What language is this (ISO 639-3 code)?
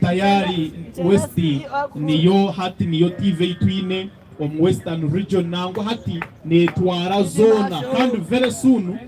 nyn